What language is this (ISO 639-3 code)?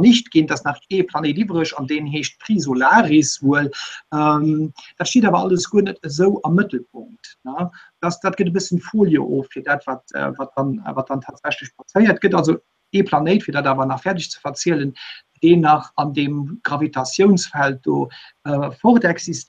ltz